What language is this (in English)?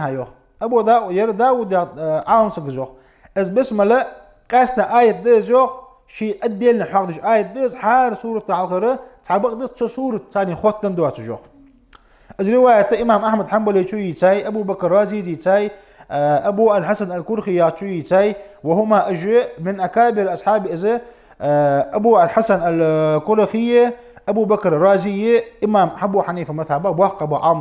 Ingush